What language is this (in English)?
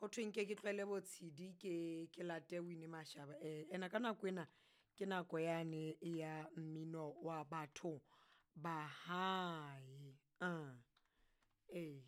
Southern Sotho